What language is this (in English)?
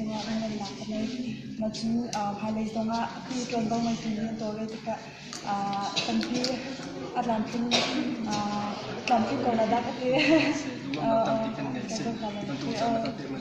Hakha Chin